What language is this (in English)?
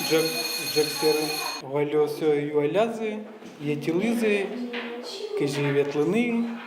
Udmurt